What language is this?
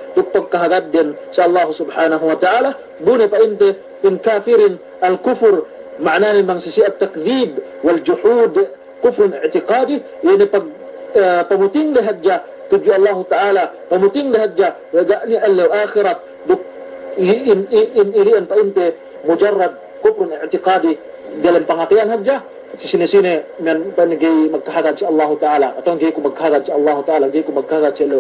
Yakan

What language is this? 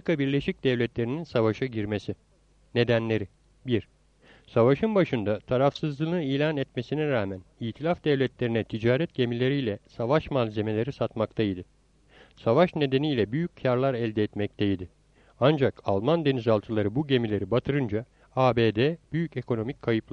Turkish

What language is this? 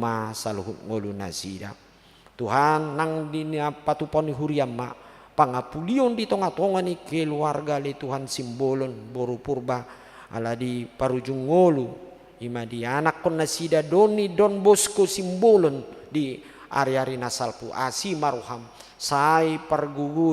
Batak Toba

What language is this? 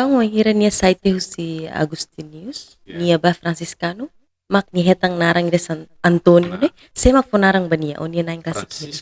Tetum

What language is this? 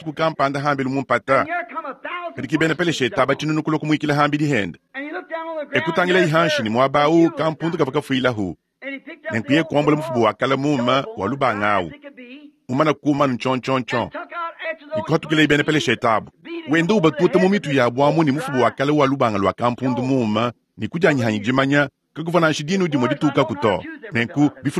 Luba-Lulua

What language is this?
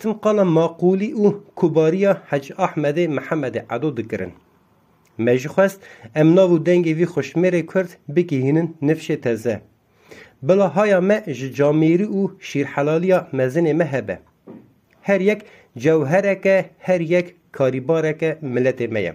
Kurdish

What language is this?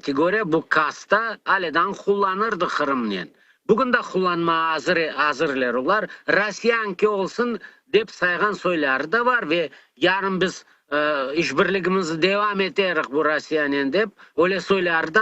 Crimean Tatar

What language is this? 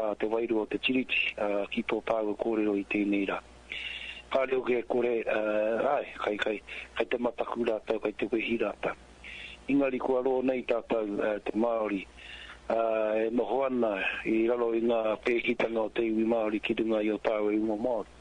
Māori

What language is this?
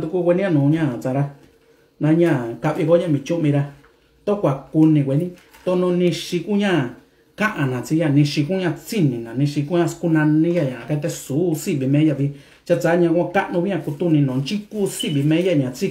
Mixtepec Mixtec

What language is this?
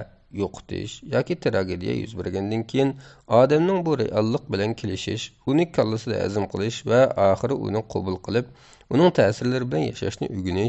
Uyghur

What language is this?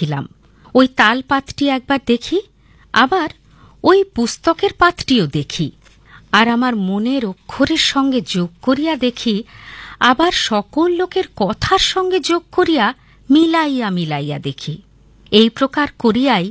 Bangla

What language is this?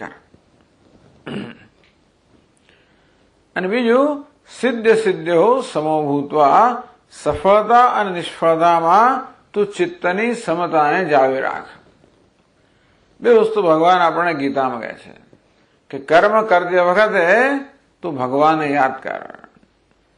Gujarati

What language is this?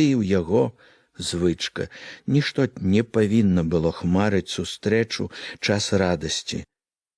Belarusian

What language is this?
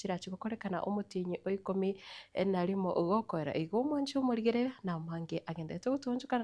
Gusii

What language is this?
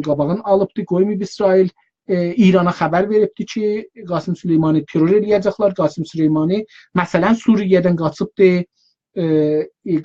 South Azerbaijani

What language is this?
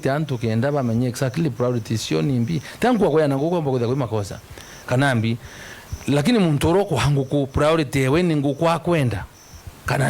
Meru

